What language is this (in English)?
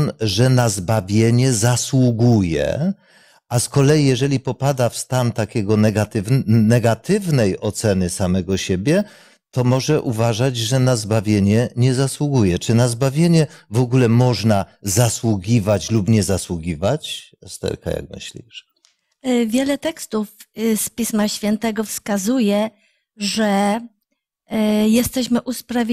Polish